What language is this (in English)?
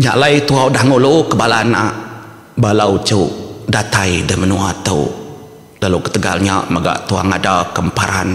Iban